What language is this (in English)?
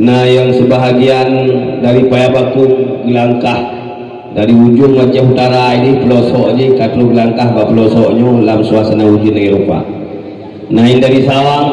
Achinese